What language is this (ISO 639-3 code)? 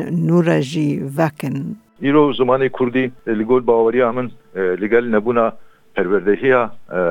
kur